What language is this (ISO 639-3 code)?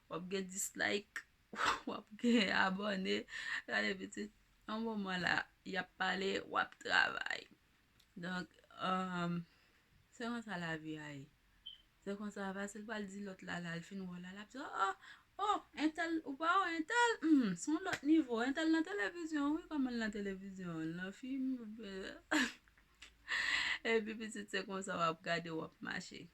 hat